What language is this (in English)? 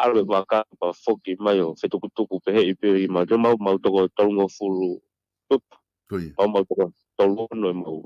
Tongan